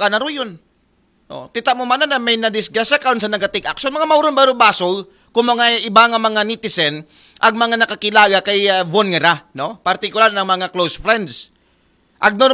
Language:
Aklanon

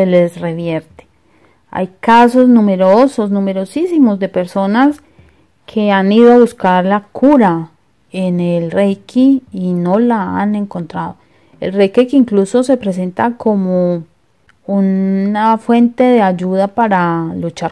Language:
Spanish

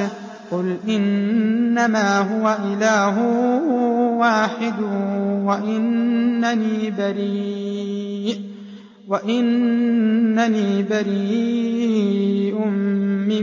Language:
Arabic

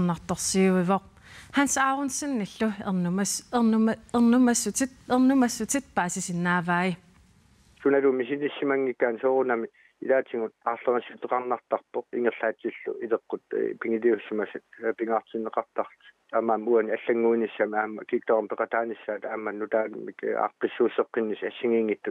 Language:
Kalaallisut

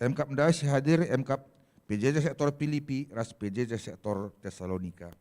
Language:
Batak Karo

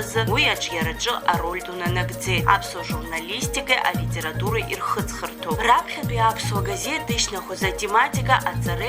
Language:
Abkhazian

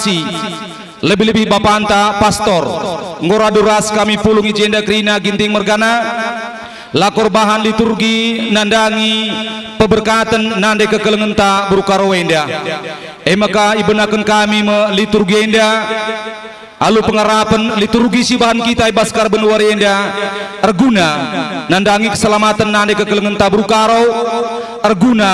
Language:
Batak Karo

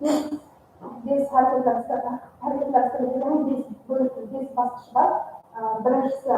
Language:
Kara-Kalpak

